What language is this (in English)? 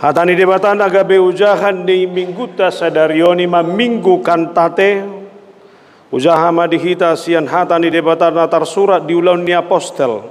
Batak Toba